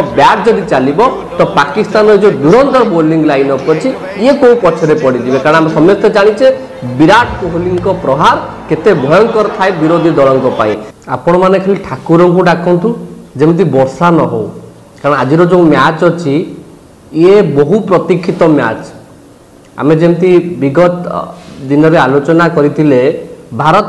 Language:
Odia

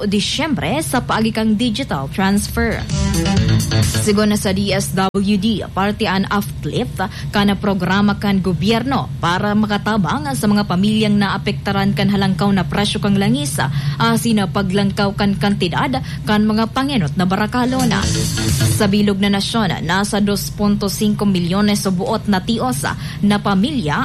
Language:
Bikol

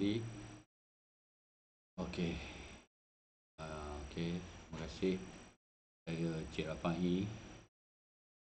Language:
Malay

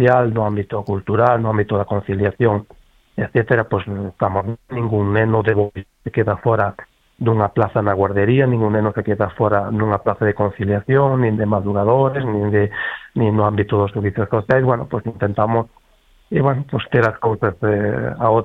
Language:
Galician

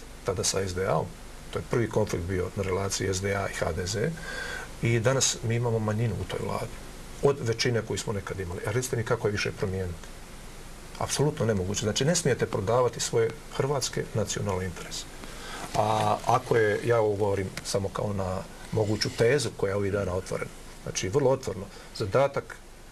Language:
Croatian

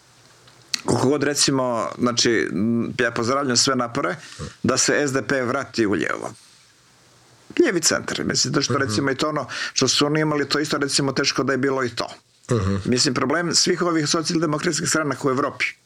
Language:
Croatian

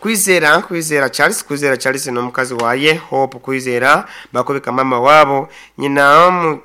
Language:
Nyoro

